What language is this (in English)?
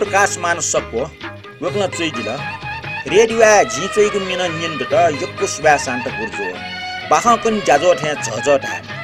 Newari